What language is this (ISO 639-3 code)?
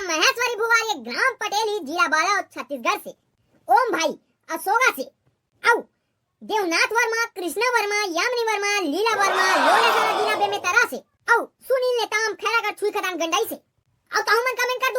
hne